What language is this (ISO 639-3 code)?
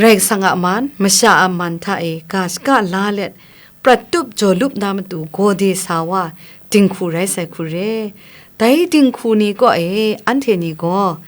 kac